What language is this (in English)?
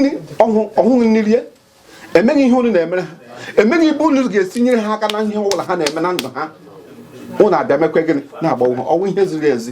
Igbo